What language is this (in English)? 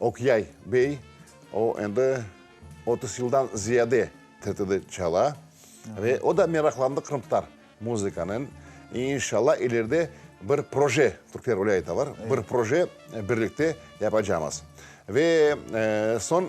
Crimean Tatar